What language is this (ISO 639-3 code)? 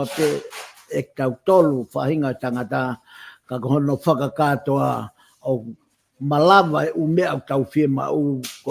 ton